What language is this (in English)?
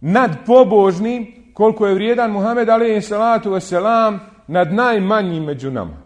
Bosnian